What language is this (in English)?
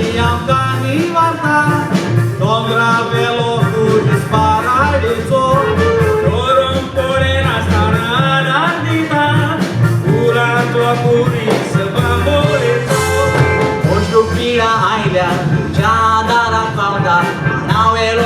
Konkani